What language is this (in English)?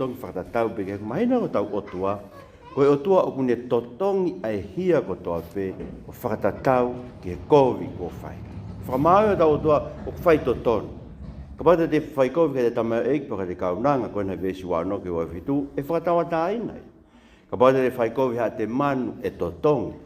Tongan